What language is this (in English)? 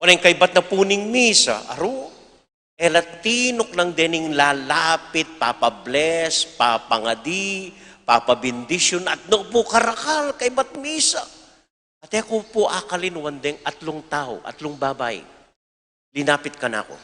Pampanga